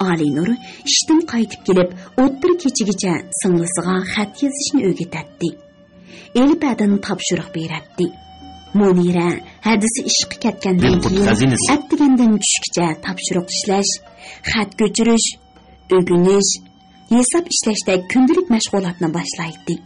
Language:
Uyghur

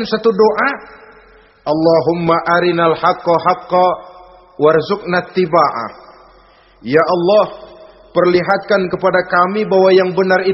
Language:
Indonesian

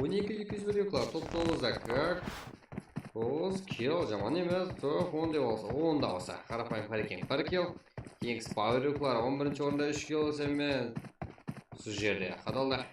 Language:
Kara-Kalpak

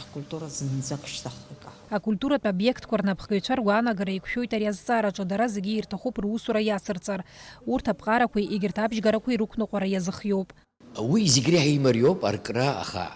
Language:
Abkhazian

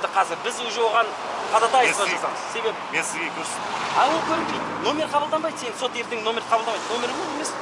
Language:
Kazakh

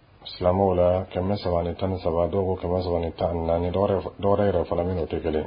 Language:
Dyula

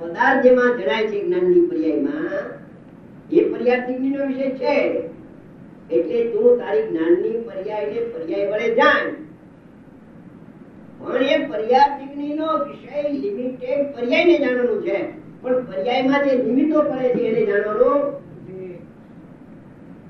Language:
Gujarati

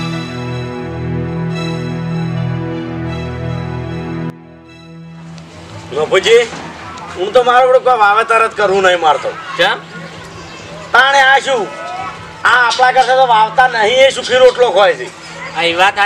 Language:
Gujarati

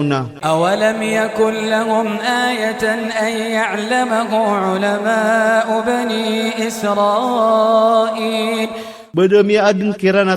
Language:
Iranun (Philippines)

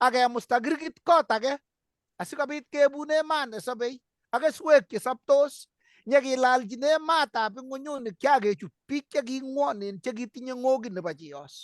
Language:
Kalenjin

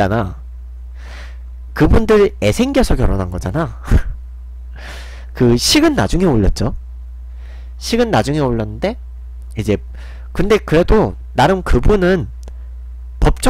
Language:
Korean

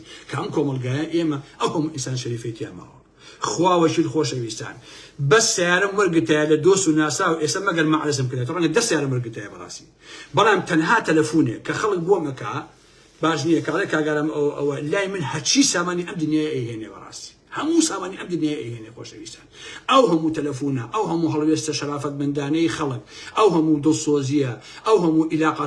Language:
Central Kurdish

